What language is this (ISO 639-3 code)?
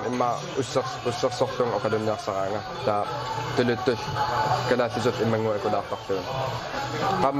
kal